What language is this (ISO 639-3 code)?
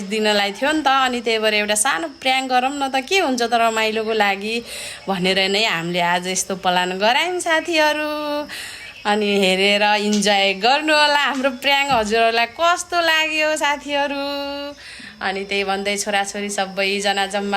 nep